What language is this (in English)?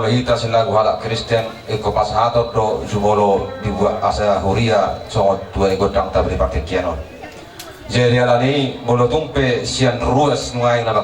Batak Toba